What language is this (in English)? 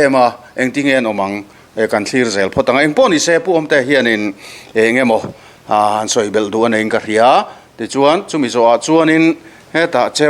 Mizo